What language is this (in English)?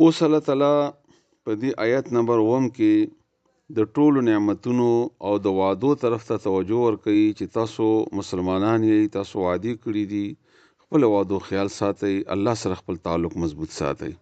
Pashto